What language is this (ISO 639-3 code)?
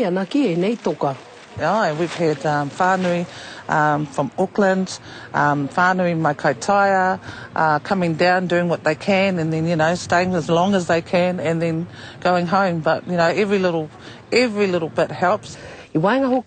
mri